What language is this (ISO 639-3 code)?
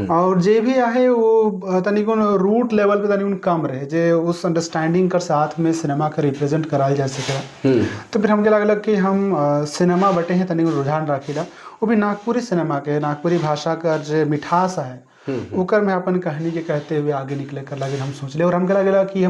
sck